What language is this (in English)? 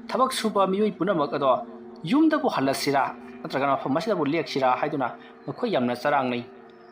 Manipuri